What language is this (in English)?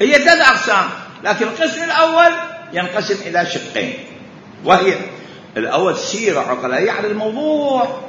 Mesopotamian Arabic